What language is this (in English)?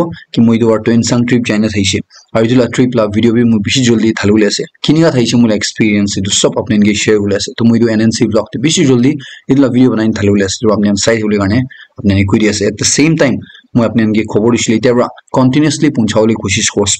Naga Pidgin